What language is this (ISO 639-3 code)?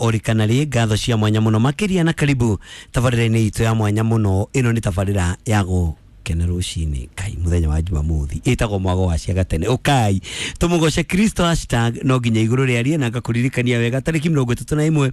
kik